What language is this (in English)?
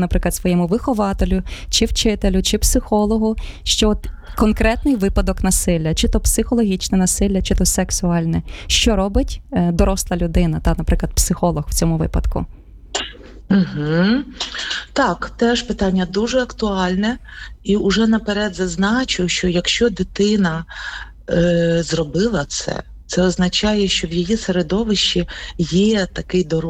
Ukrainian